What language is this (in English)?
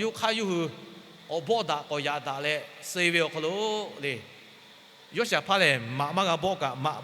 Lahu